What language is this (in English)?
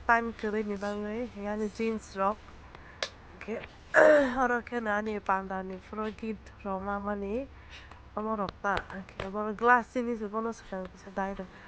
Kok Borok